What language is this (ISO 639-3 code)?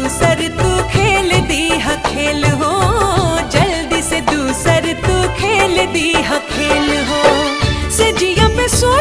bho